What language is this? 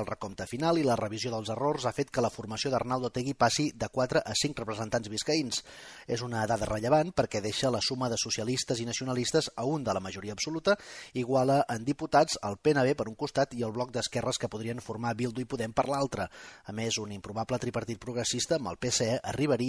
Catalan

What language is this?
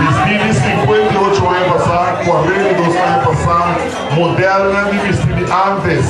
Papiamento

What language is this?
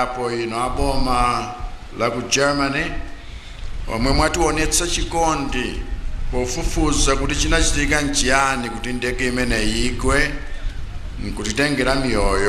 Nyanja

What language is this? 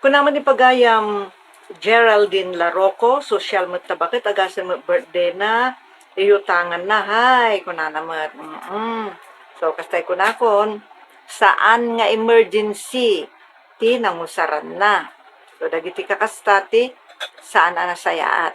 Iloko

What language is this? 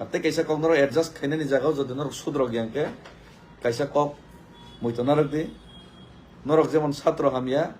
Kok Borok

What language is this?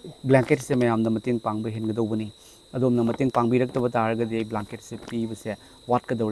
Manipuri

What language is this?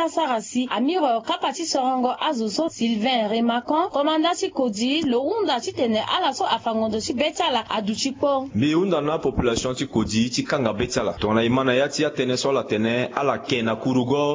Sango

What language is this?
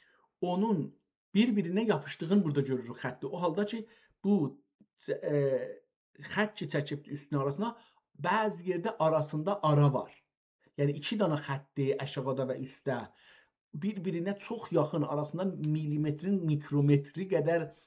South Azerbaijani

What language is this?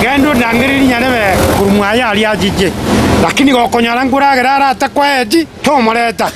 Gusii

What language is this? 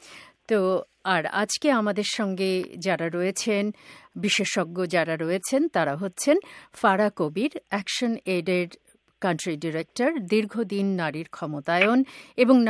Bangla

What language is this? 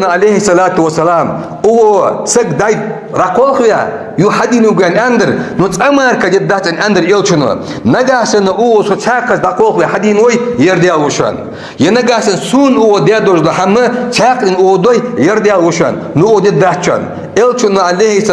Ingush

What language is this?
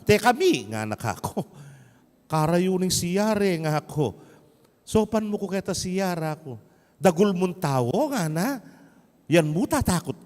Pampanga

